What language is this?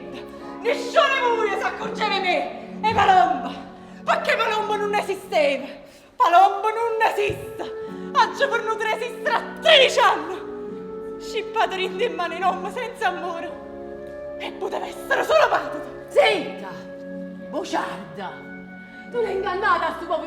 Neapolitan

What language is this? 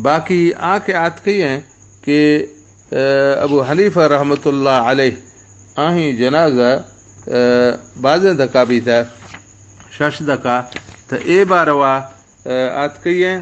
Baluchi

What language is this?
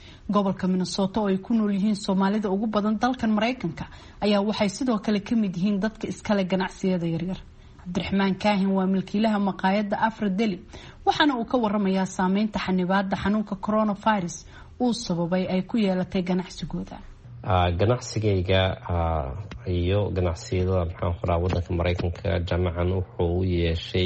Somali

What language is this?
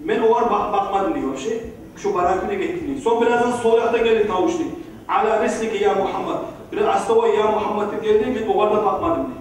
Kumyk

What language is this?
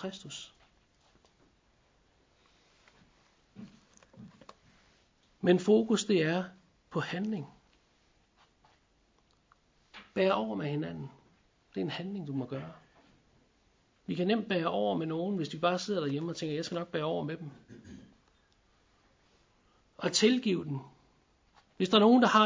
Danish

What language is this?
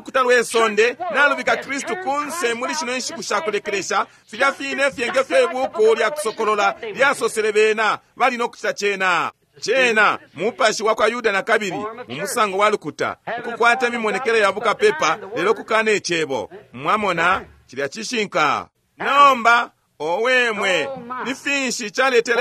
Bemba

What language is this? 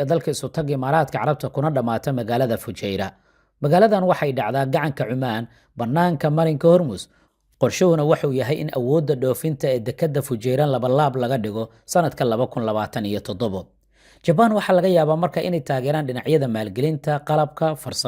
Somali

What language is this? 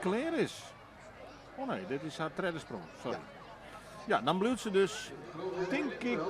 Western Frisian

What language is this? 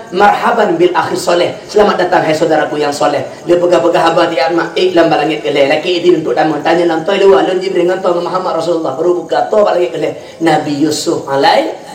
Achinese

